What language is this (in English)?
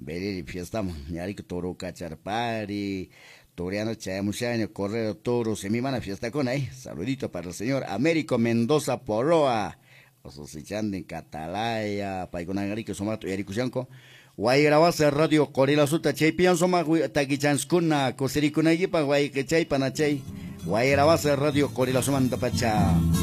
Quechua